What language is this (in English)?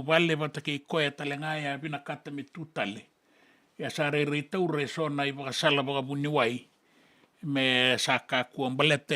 Fijian